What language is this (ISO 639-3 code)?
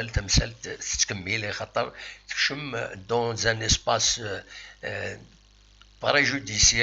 kab